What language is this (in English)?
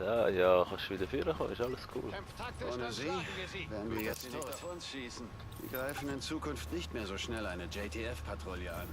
Swiss German